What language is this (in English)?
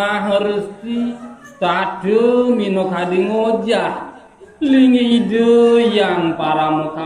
Balinese